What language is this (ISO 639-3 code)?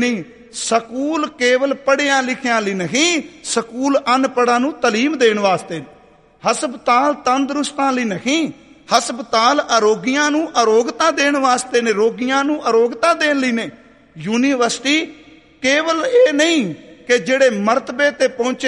pan